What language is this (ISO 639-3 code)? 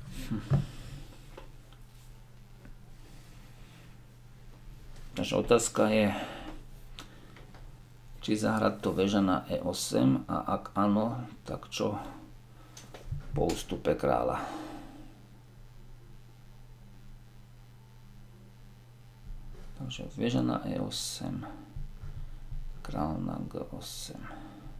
slk